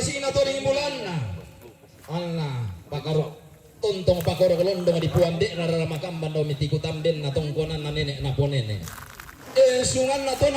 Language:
Toraja-Sa'dan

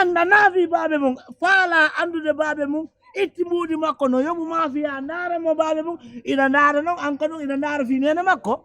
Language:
Fula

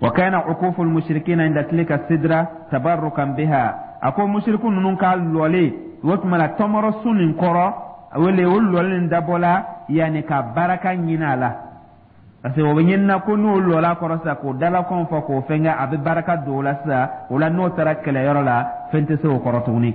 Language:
Dyula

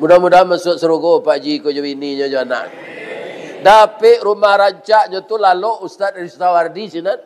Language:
Minangkabau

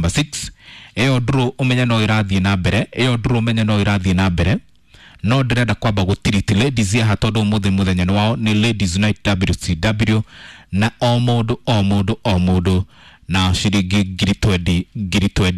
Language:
Kikuyu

